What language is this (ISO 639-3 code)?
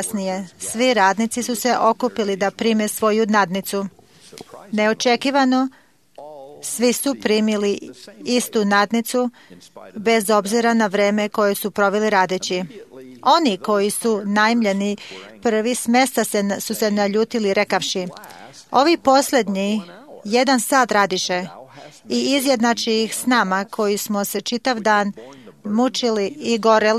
srp